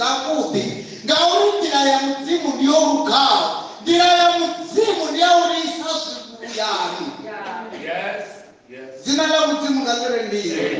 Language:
Venda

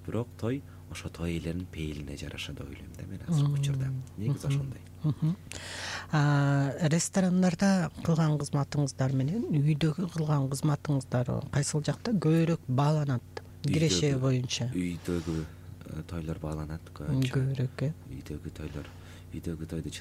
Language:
Kyrgyz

